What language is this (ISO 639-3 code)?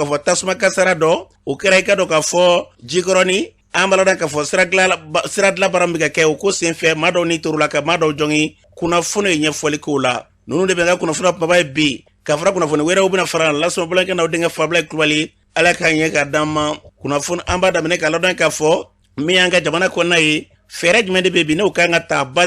bam